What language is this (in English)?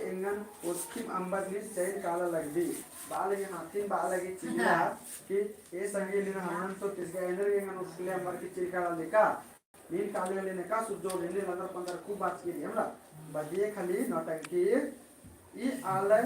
Kurukh